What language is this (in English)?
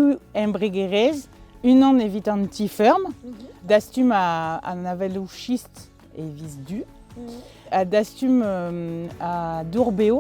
Breton